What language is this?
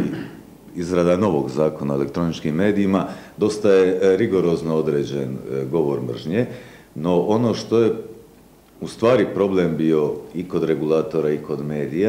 Macedonian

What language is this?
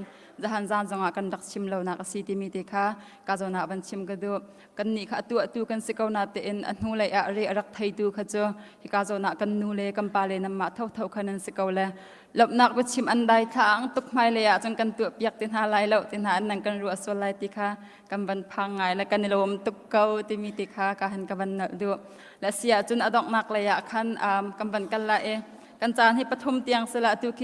Hakha Chin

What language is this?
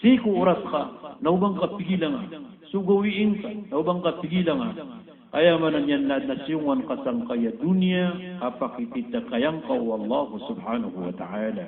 Maranao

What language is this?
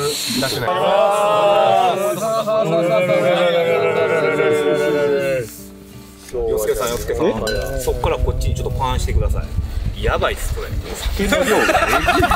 Japanese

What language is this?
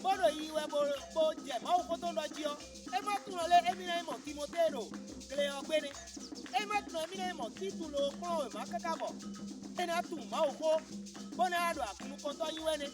Fon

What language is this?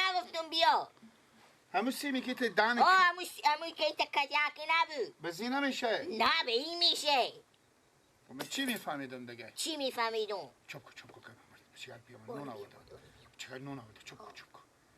Persian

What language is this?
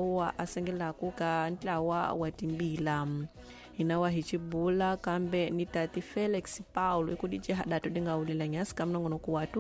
Tsonga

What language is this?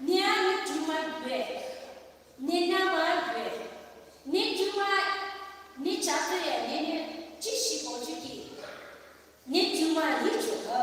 Poumei Naga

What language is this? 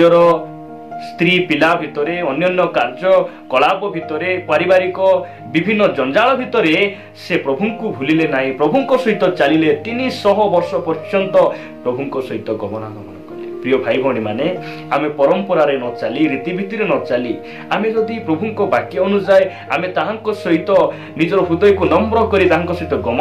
Odia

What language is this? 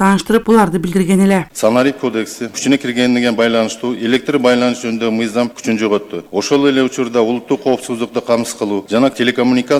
Kyrgyz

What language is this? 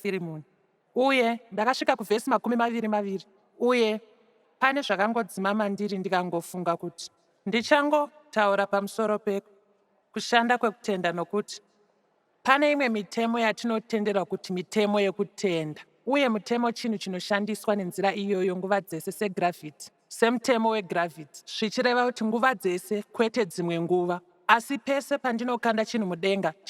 Shona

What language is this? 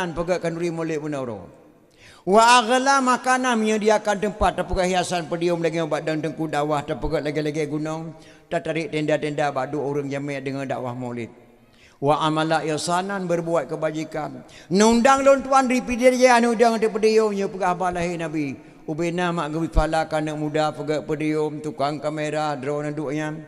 Achinese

